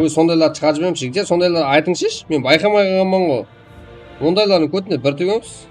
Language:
Kara-Kalpak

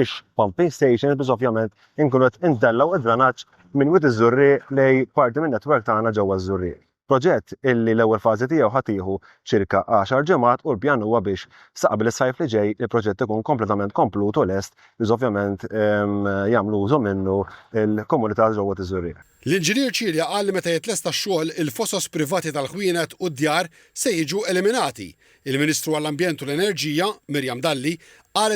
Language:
Maltese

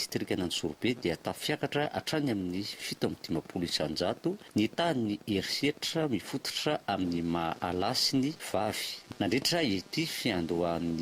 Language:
Malagasy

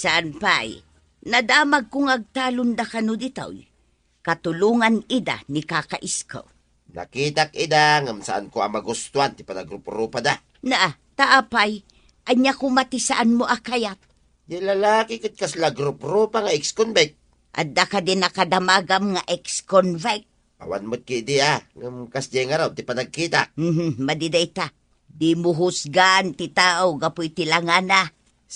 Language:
Iloko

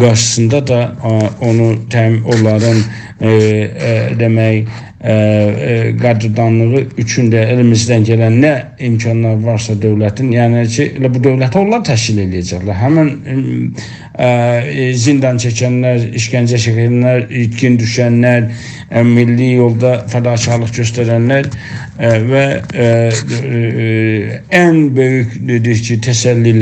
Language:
South Azerbaijani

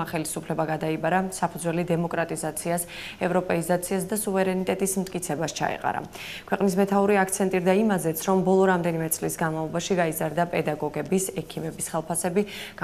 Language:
Georgian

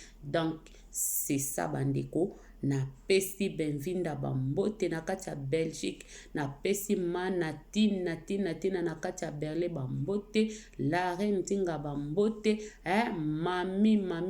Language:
Lingala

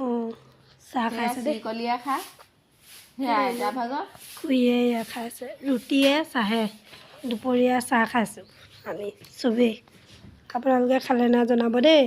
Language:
Assamese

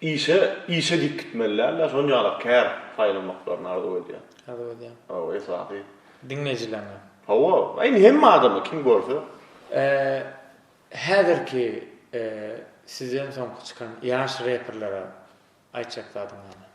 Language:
Turkmen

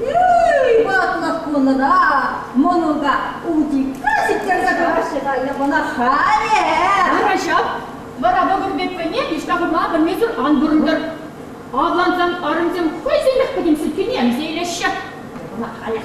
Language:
Chuvash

